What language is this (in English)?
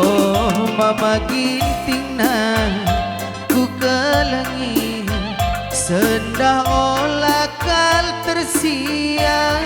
Batak Karo